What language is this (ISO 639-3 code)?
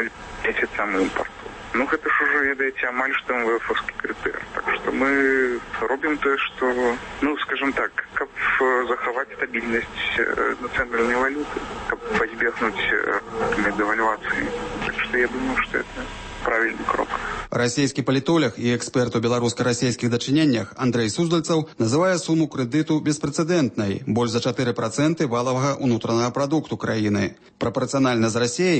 bel